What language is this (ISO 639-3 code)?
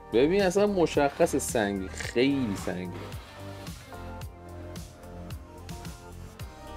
fas